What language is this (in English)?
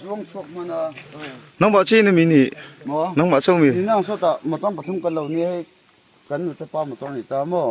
Mizo